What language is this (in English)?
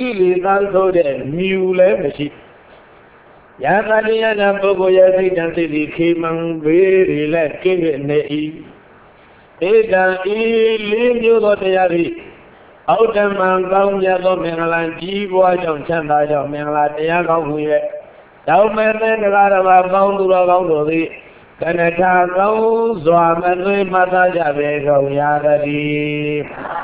Burmese